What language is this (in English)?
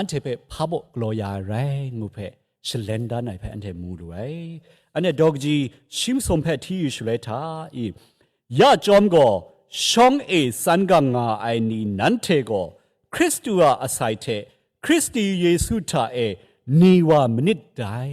Kachin